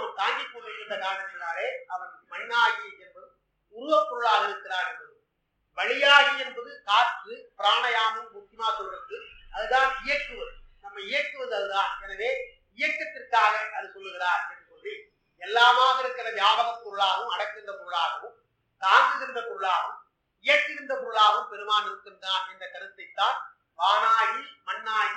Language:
Tamil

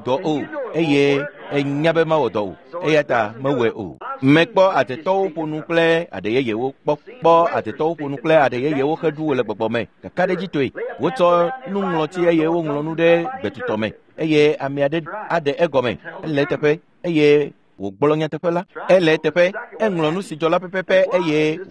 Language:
Ewe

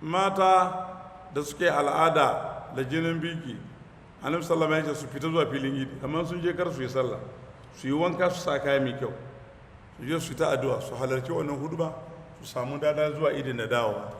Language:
Hausa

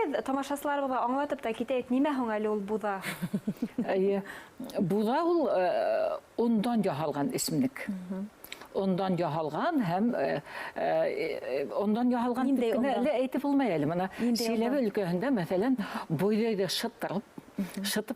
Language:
Bashkir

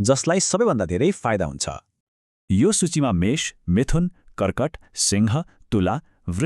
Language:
Nepali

